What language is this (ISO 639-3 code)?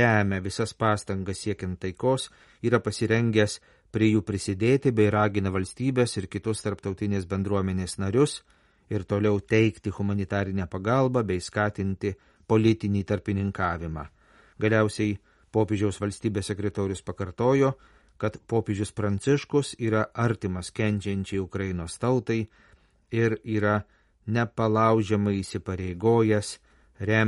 lit